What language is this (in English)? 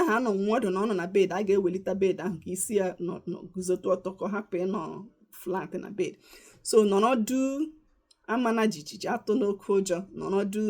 Igbo